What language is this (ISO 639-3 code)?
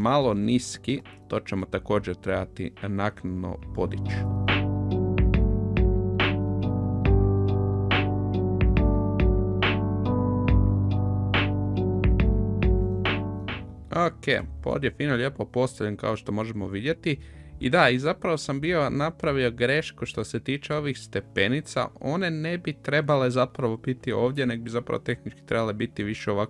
hrv